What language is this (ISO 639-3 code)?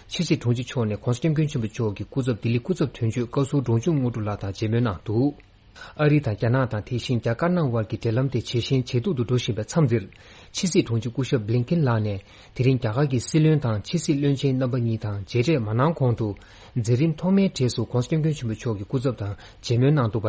bod